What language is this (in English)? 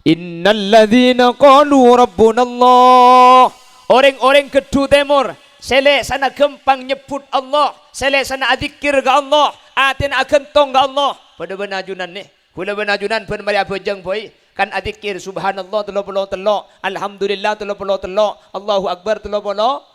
Madurese